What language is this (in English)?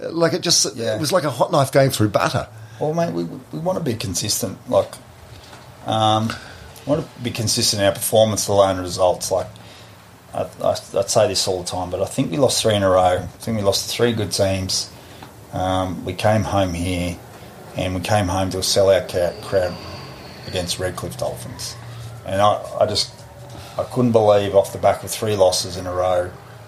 English